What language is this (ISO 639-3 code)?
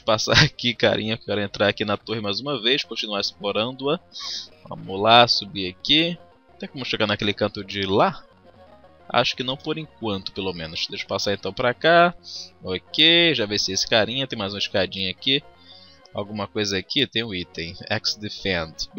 por